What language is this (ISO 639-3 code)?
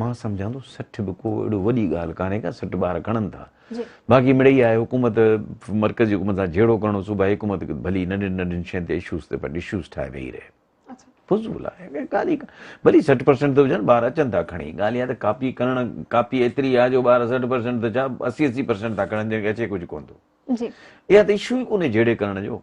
snd